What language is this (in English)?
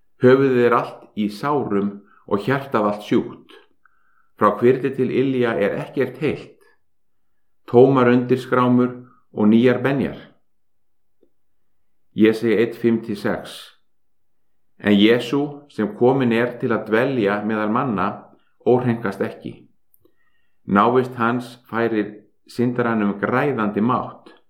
Icelandic